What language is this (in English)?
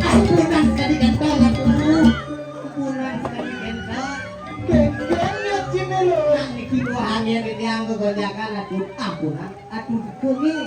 Balinese